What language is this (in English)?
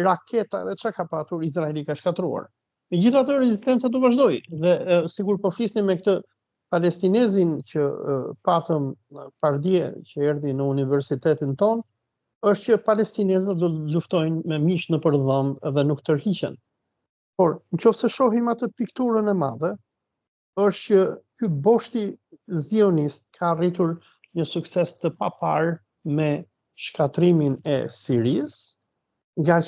Albanian